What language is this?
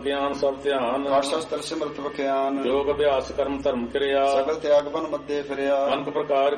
Punjabi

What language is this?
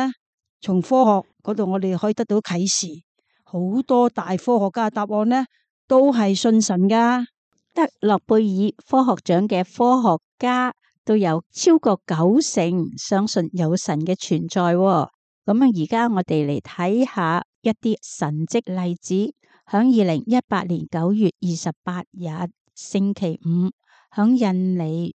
Cantonese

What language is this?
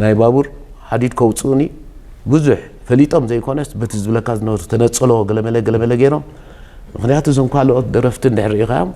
Tigrinya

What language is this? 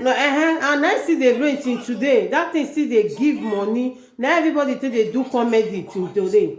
Nigerian Pidgin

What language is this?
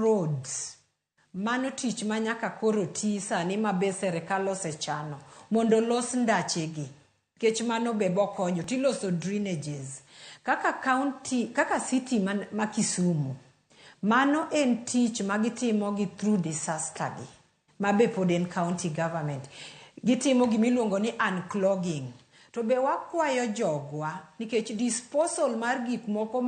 Luo (Kenya and Tanzania)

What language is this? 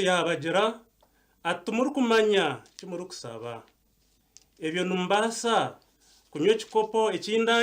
Nyankole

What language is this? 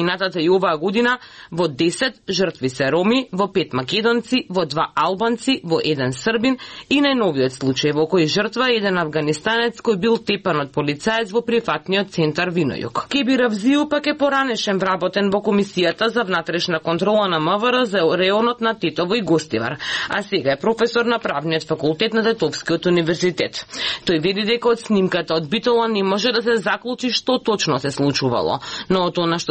Macedonian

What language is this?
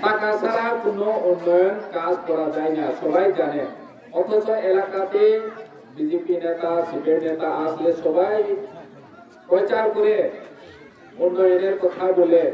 Kok Borok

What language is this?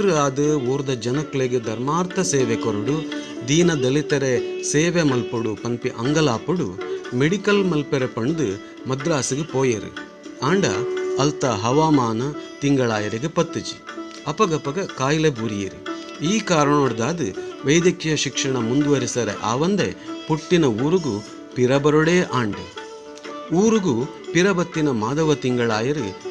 Tulu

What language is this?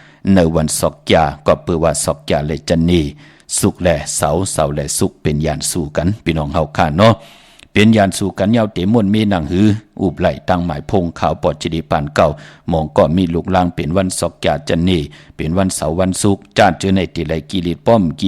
Shan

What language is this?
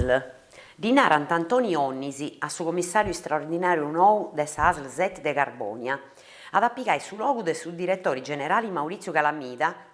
Sardinian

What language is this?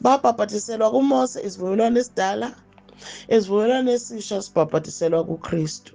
Zulu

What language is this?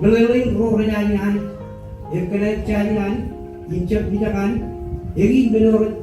Marshallese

